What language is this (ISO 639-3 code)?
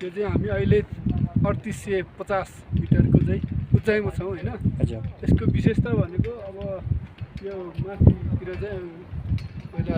nep